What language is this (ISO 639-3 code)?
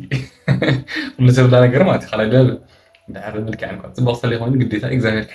tir